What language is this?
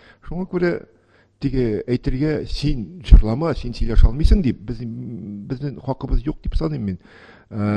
Tatar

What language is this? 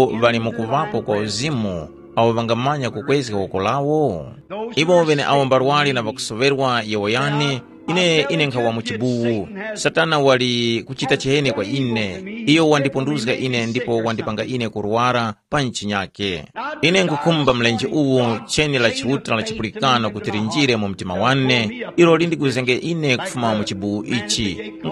Tumbuka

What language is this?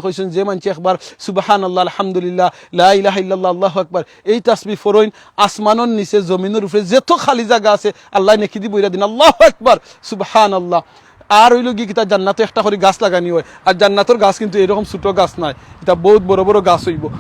Sylheti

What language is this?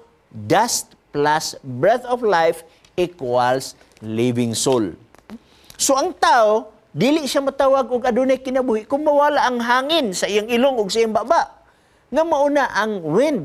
Cebuano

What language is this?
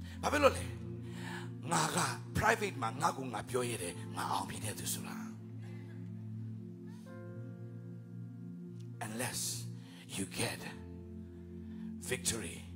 Burmese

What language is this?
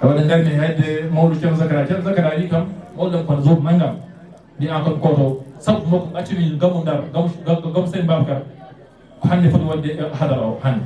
Fula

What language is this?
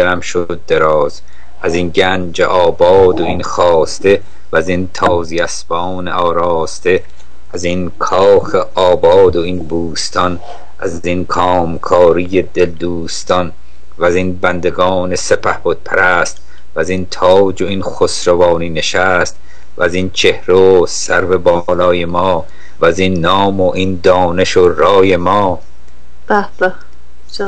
Persian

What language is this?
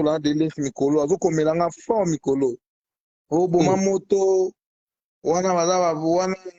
Lingala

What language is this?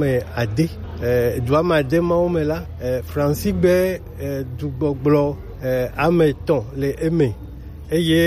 Gen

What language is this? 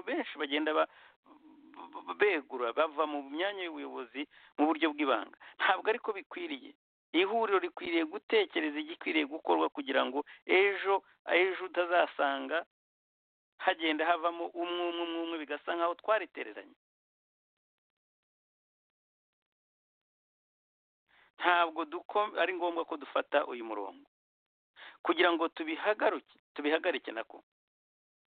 Kinyarwanda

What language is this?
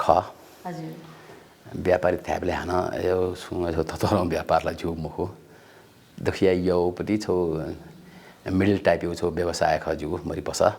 Newari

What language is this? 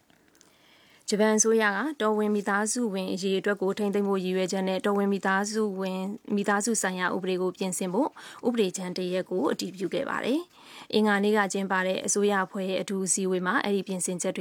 Burmese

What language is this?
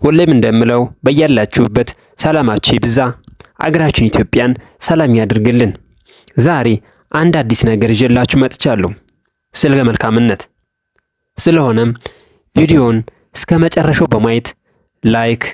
Amharic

